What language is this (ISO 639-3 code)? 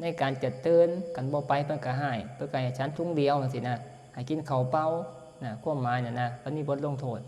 tts